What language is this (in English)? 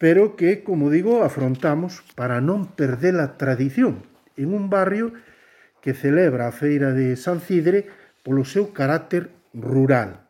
Galician